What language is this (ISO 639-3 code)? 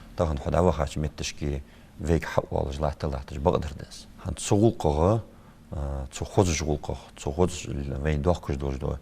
inh